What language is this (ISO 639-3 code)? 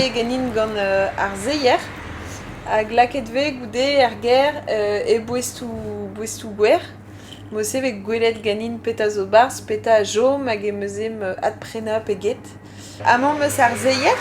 bre